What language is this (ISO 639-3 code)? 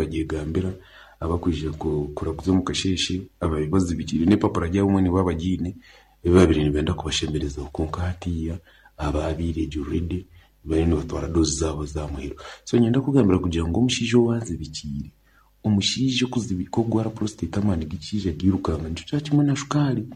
nyn